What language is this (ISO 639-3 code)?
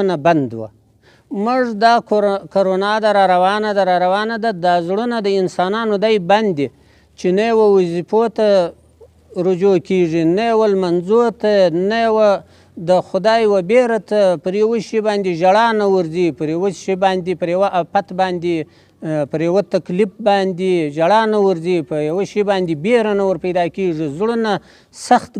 pus